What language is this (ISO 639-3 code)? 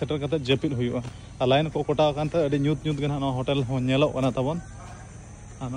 sat